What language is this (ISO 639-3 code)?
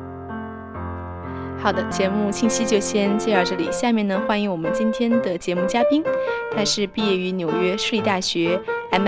zho